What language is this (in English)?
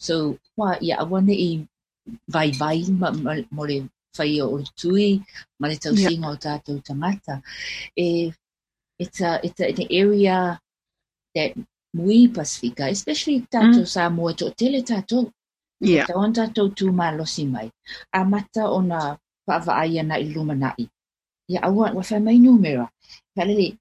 Samoan